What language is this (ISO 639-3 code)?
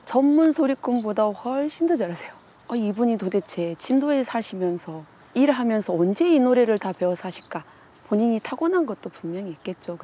kor